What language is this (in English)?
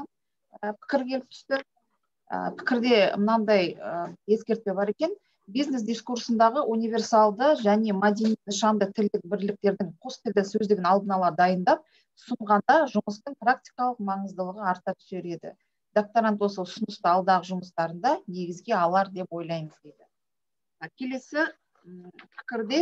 Kazakh